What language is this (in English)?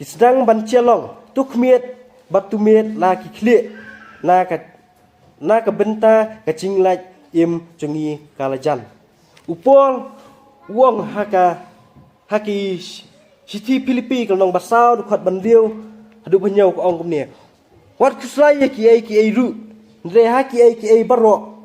Khasi